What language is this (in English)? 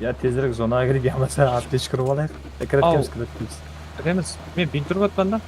Kara-Kalpak